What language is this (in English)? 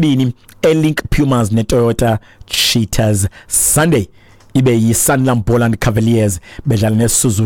Xhosa